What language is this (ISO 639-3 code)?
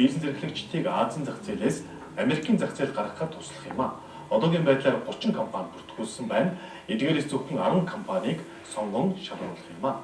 mon